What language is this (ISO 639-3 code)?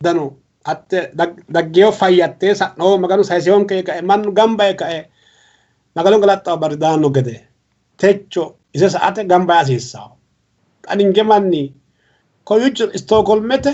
sid